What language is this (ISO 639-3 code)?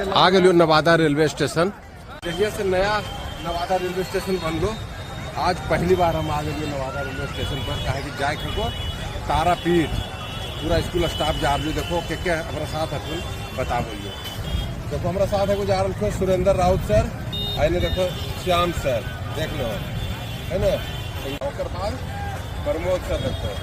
mag